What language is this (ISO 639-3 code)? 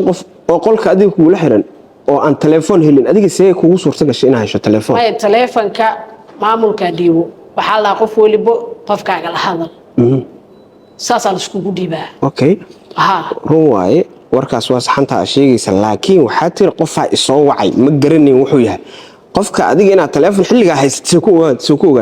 som